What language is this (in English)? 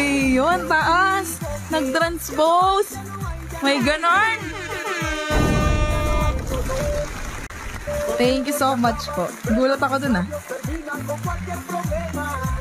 Filipino